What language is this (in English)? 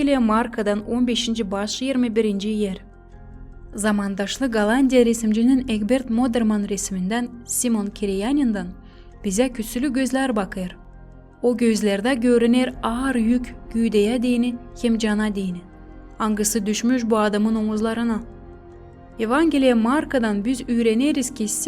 Gagauz